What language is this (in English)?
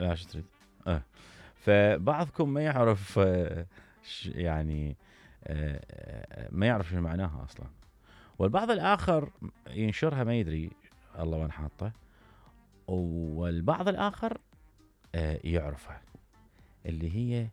Mesopotamian Arabic